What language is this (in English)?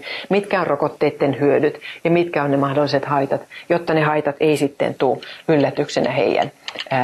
Finnish